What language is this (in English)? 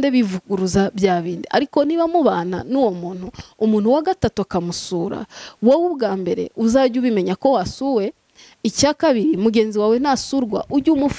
Kinyarwanda